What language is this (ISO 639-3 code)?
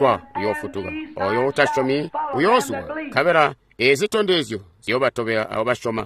toi